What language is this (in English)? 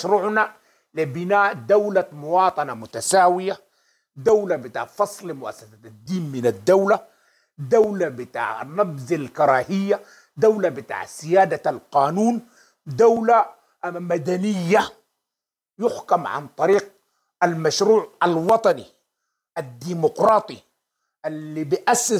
Sudanese Arabic